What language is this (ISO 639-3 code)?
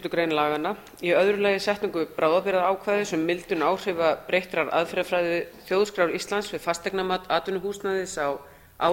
isl